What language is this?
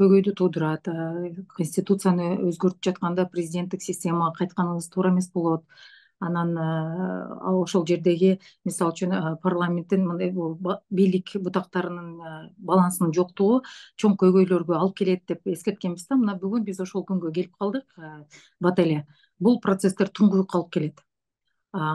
Kyrgyz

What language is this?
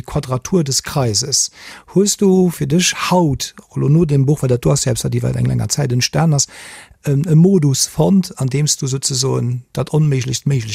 Luxembourgish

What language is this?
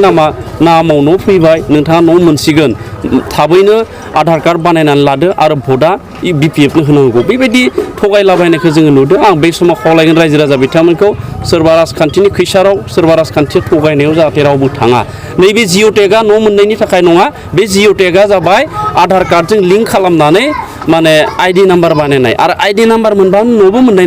Bodo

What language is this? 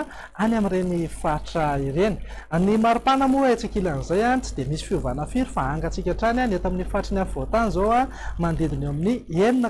Malagasy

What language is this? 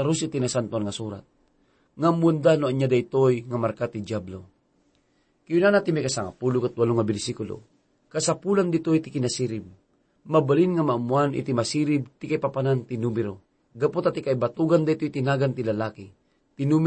Iloko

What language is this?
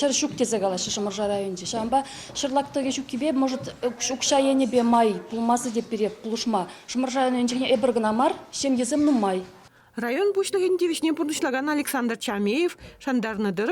Chuvash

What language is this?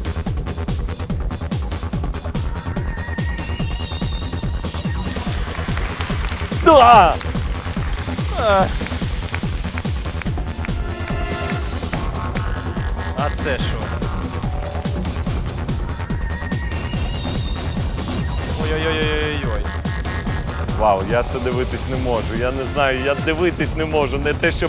Ukrainian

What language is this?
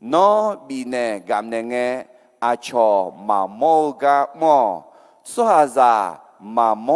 Akha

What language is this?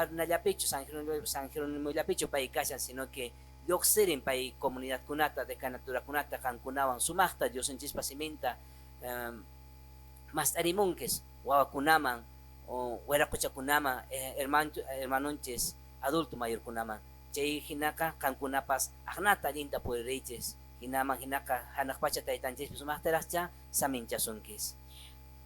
Quechua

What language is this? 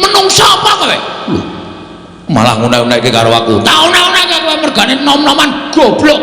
Javanese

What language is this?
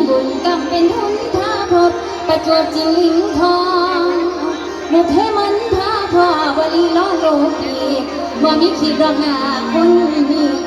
Northeastern Thai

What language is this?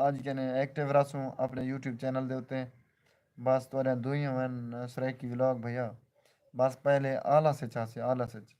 Saraiki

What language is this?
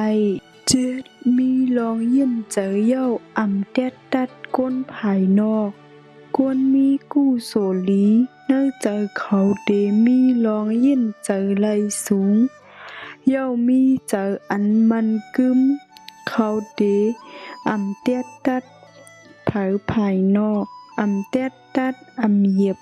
Shan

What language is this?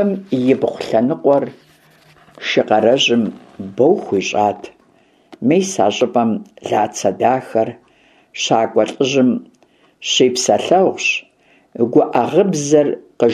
Kabardian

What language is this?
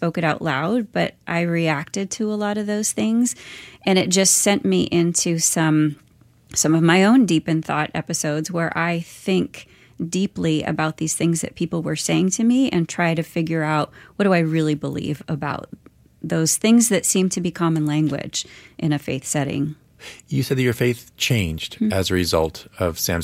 English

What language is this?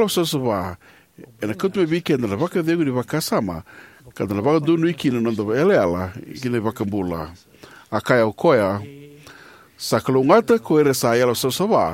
Fijian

